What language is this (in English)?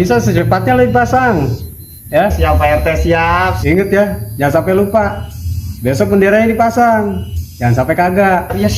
Betawi